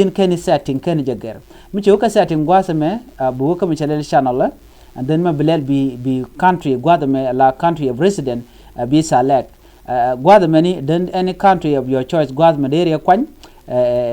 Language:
Nuer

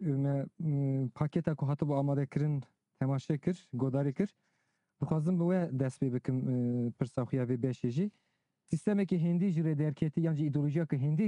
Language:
Kurdish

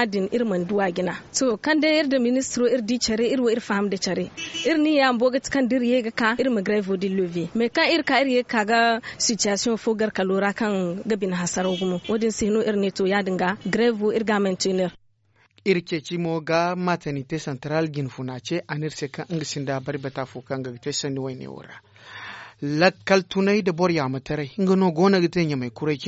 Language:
Zarma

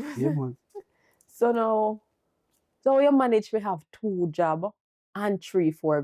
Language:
Jamaican Creole English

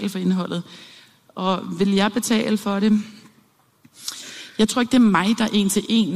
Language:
Danish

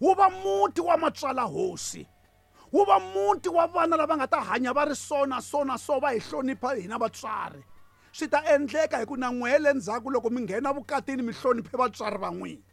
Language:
Tsonga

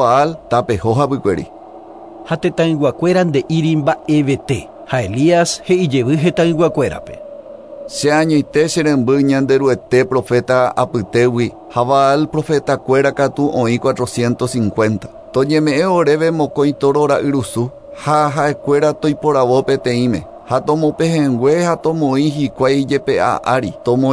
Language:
Guarani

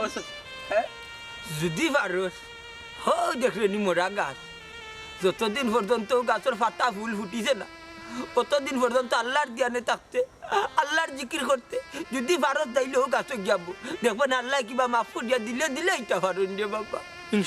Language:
Sylheti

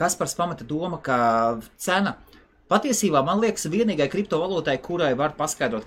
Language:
Latvian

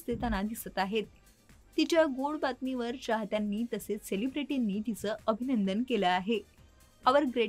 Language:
Marathi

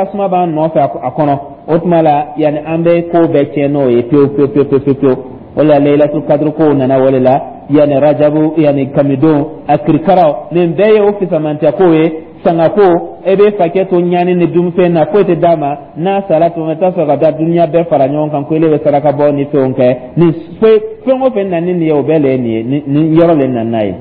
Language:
Dyula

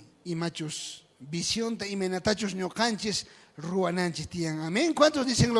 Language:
South Bolivian Quechua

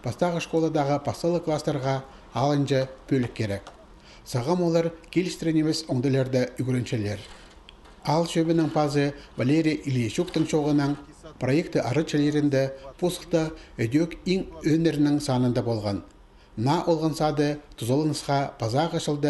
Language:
Khakas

